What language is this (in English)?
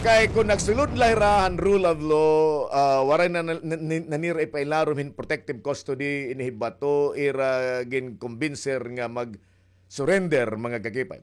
Waray